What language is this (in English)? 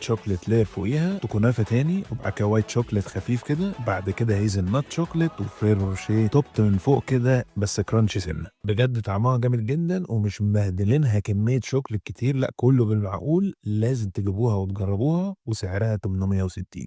Egyptian Arabic